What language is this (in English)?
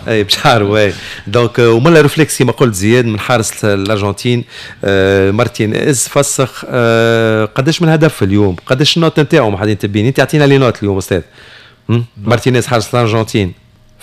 Tunisian Arabic